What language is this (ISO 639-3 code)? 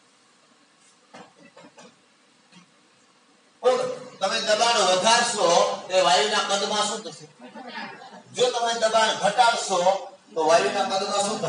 guj